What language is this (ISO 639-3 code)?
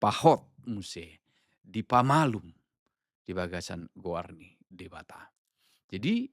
bbc